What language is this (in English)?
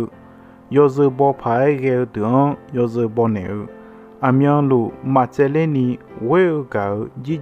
Akha